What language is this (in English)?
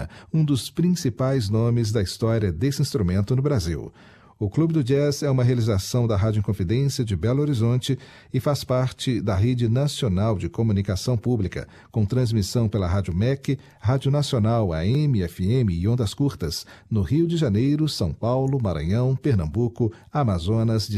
Portuguese